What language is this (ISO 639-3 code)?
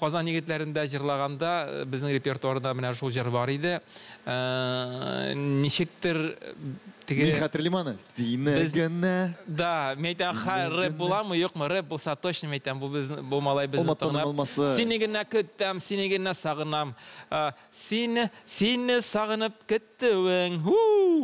tat